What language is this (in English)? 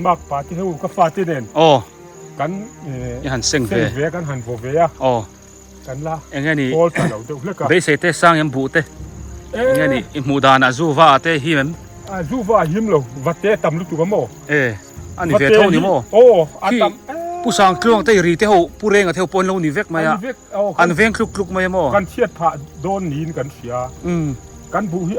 Biete